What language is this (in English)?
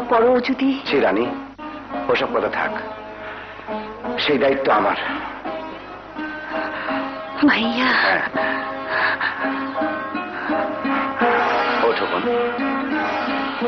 Bangla